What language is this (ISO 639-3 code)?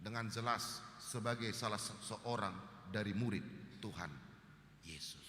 bbc